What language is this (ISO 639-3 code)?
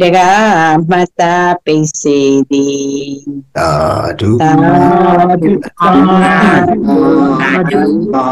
mya